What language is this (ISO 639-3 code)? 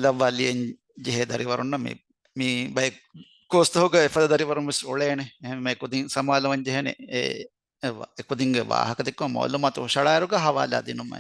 div